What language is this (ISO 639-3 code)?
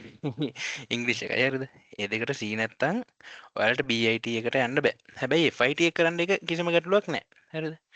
sin